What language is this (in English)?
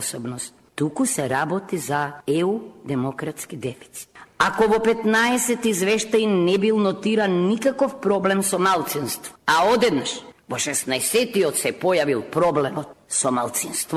Macedonian